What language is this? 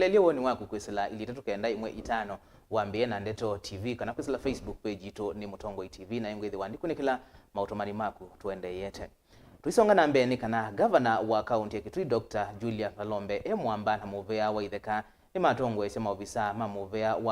Kamba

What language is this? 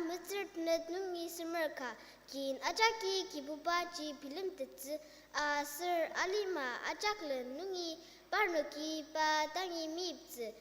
Ao Naga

